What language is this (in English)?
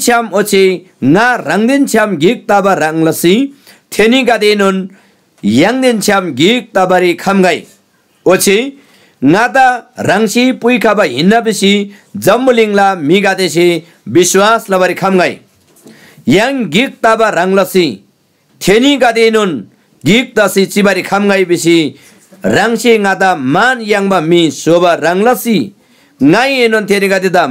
Eastern Tamang